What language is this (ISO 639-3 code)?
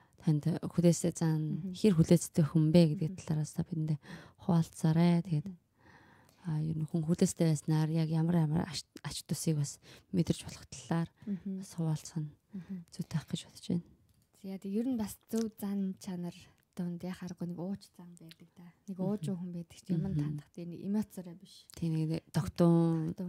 mon